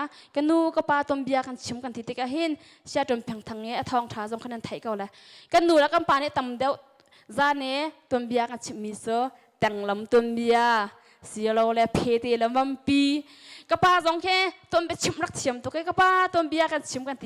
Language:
Hakha Chin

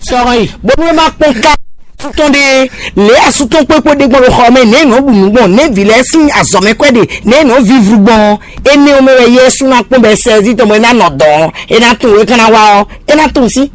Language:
Fon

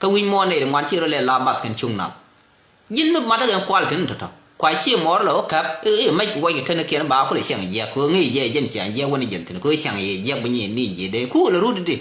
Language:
Nuer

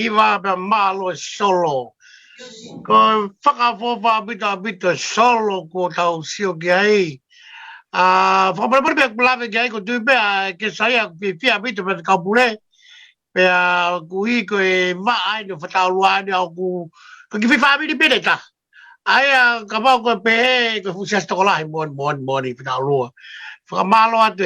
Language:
Tongan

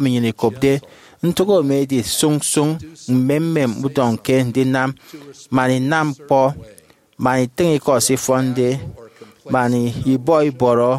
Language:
Efik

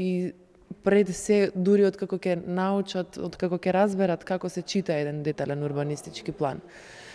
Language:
Macedonian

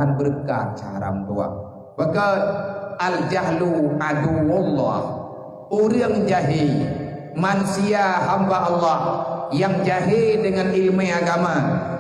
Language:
Achinese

